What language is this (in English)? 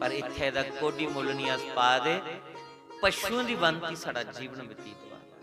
Dogri